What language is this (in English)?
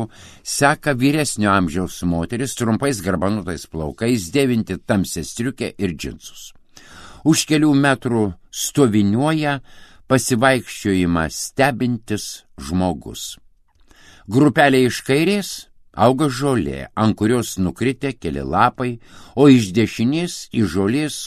Lithuanian